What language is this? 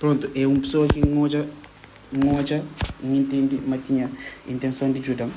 Kabuverdianu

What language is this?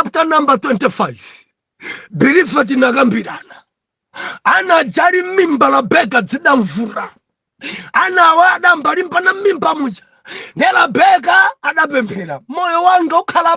Nyanja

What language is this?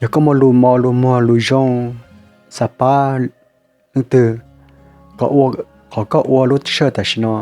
Hmong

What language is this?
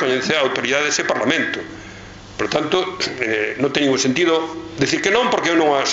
Galician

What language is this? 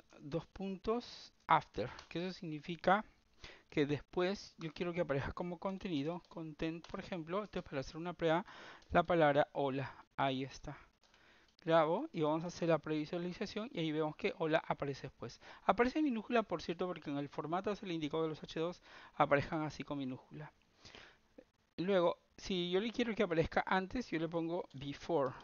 Spanish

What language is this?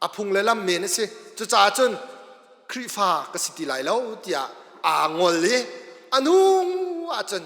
Hakha Chin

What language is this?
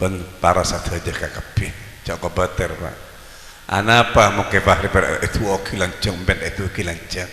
Madurese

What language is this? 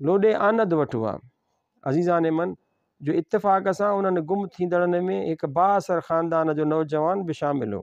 Sindhi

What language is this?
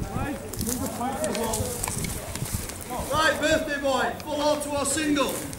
English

